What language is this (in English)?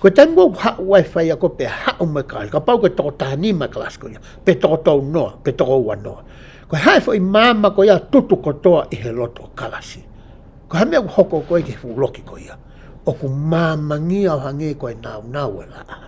Tongan